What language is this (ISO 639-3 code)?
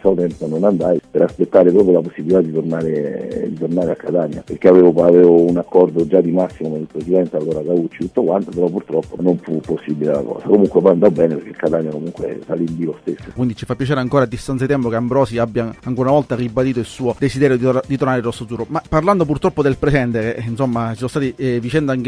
ita